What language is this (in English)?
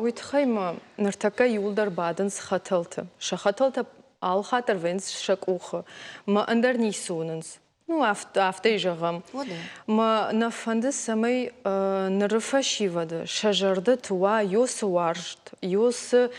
Ossetic